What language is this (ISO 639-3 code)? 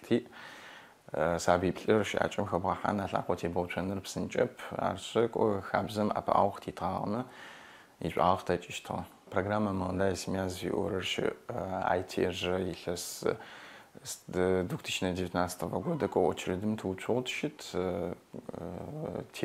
ady